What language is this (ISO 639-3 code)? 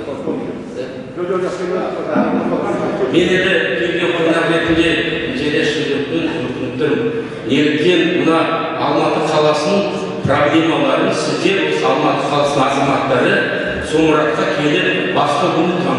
kaz